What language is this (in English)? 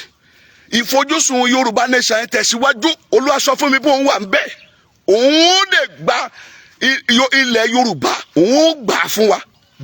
Yoruba